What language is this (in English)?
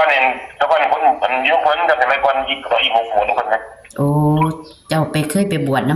Northeastern Thai